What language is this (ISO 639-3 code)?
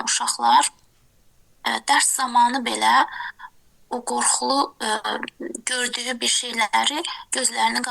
aze